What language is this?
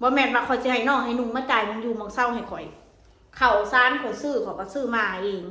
Northeastern Thai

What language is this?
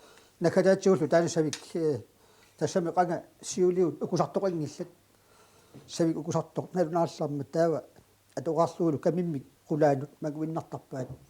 Kalaallisut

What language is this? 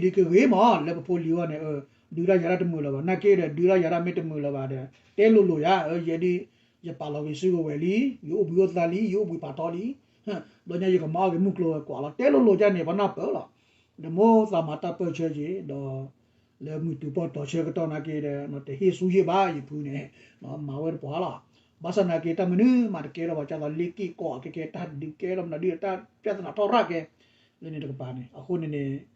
S'gaw Karen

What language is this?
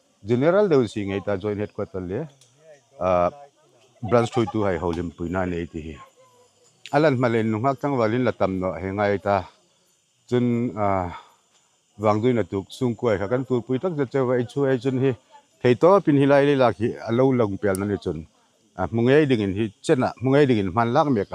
Hmar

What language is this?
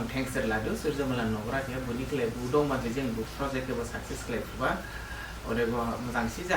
Dimasa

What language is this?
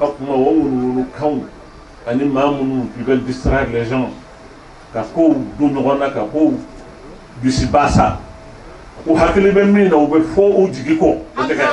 Bambara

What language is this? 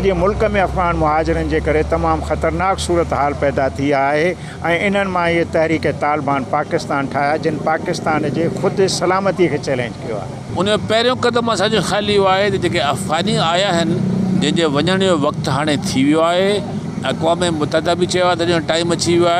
Sindhi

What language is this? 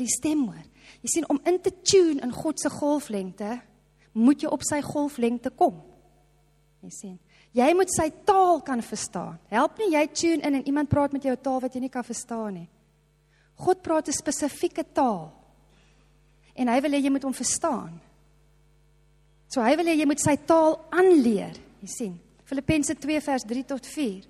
Afrikaans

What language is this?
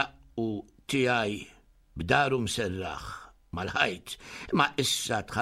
Maltese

